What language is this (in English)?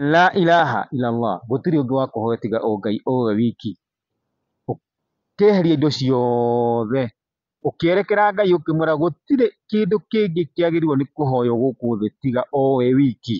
Kikuyu